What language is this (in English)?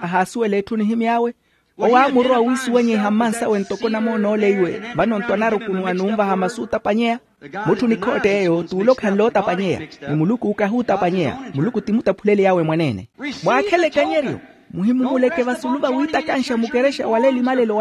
Makhuwa